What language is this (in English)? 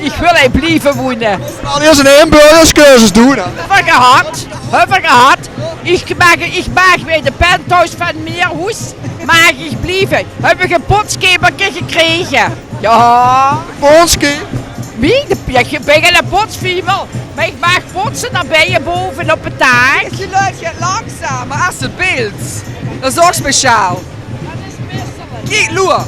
Limburgish